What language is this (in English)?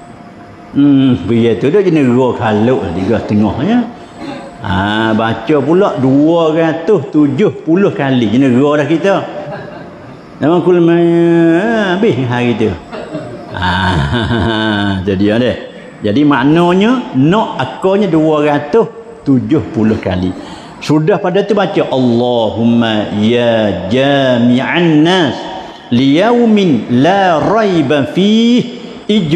Malay